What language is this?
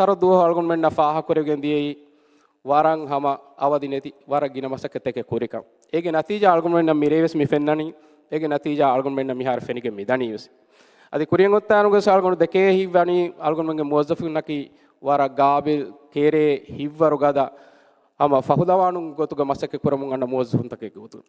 Divehi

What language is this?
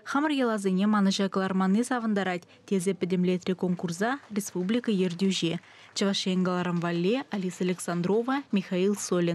Chuvash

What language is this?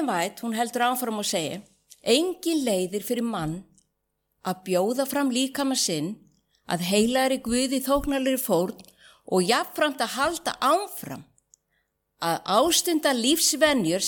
Icelandic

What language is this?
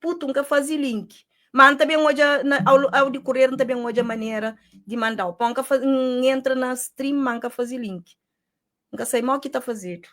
Kabuverdianu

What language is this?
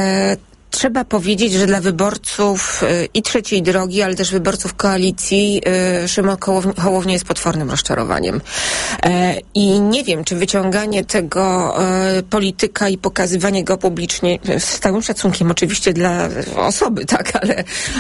Polish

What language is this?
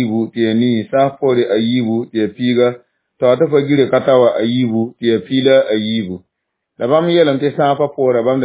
Mossi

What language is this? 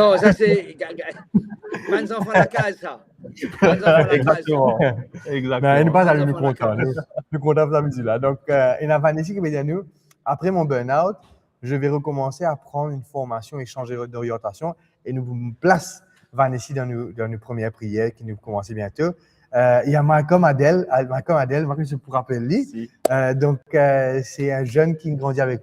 Morisyen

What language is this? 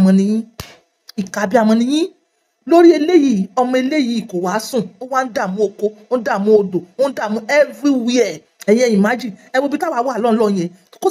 Yoruba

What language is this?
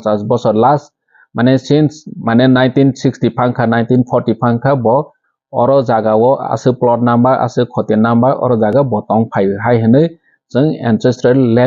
Kok Borok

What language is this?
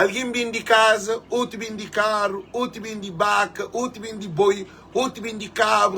Kabuverdianu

